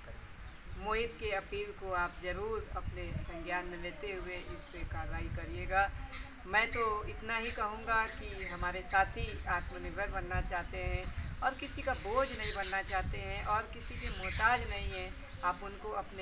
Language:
Hindi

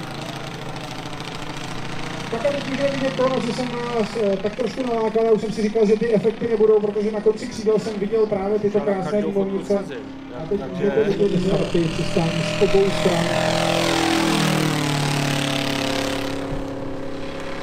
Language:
Czech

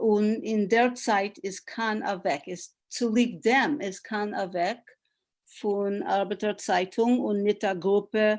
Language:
Yiddish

